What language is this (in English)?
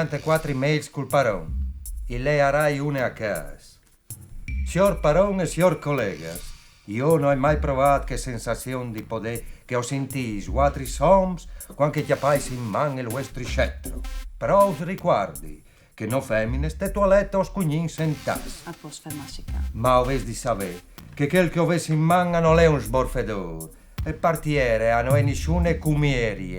Friulian